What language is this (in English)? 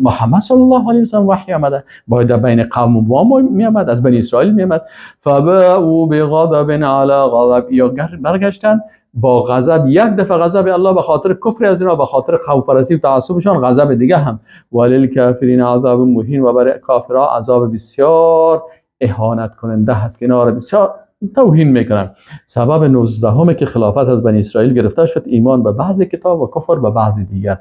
Persian